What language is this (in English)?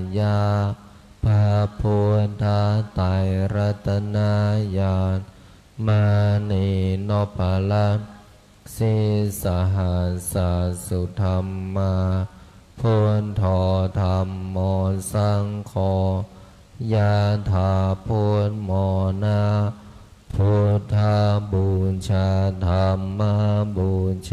Pali